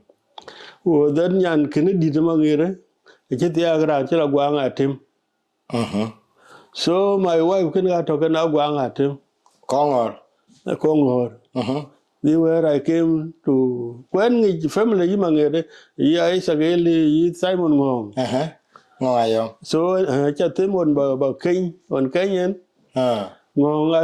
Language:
Dinka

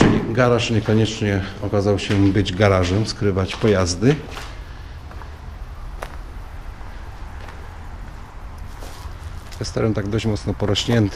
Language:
Polish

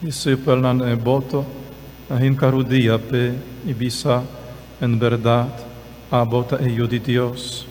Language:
Papiamento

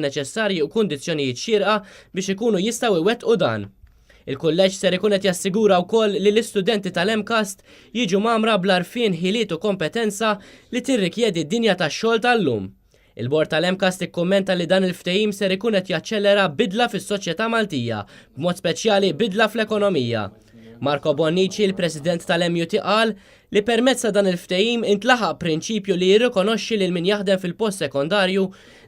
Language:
Maltese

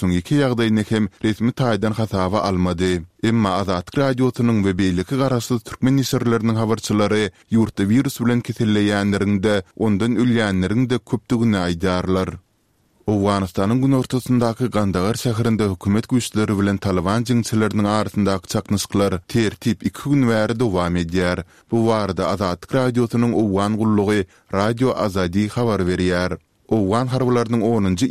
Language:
Kyrgyz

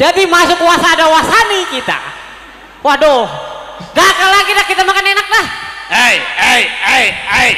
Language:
Betawi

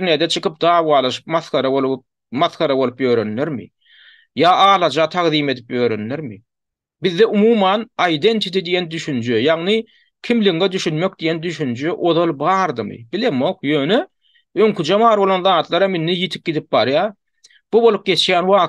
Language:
Turkmen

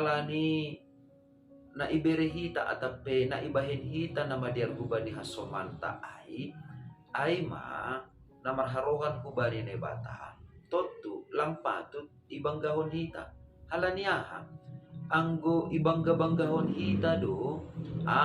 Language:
Batak Simalungun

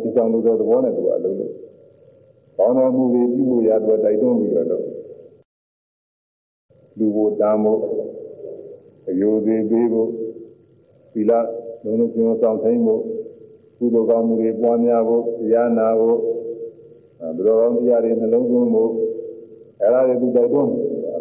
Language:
Burmese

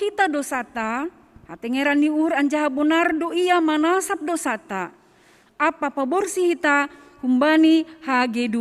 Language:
Batak Simalungun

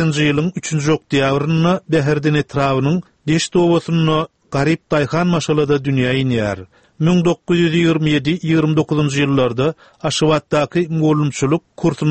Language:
Turkmen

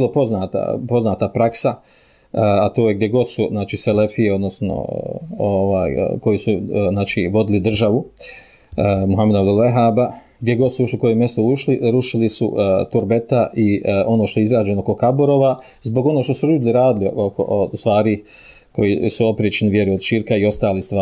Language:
Bosnian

